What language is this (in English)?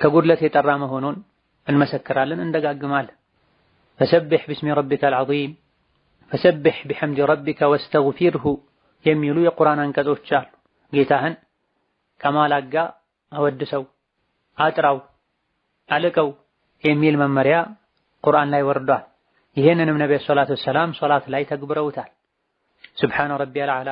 Amharic